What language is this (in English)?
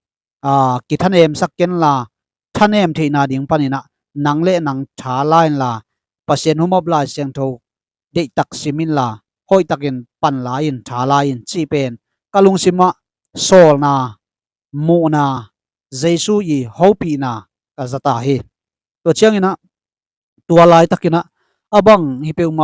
Tedim Chin